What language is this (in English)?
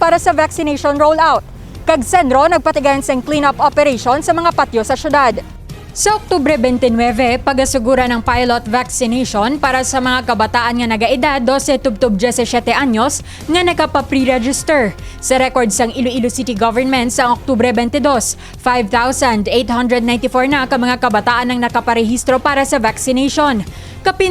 Hiligaynon